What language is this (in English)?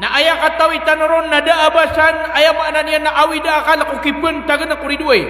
Maranao